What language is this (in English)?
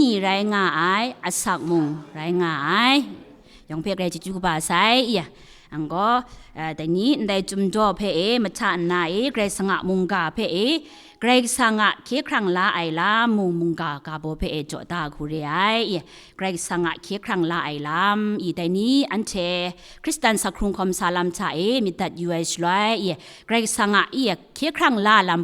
Kachin